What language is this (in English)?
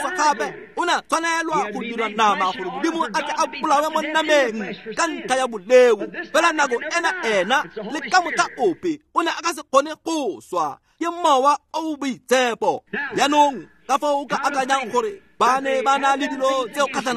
Tswana